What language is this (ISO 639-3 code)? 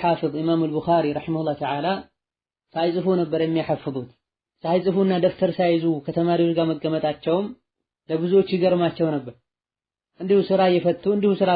amh